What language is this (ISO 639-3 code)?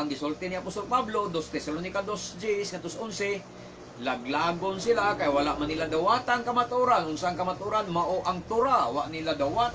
ceb